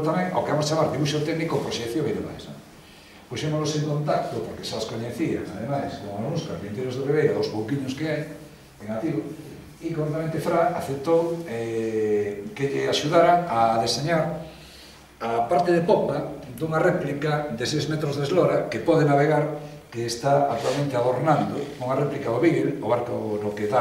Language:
Galician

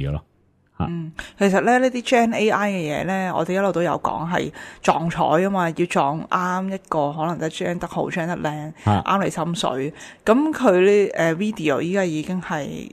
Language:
Cantonese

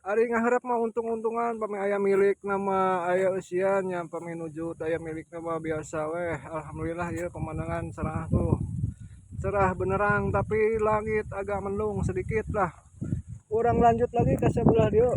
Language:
Sundanese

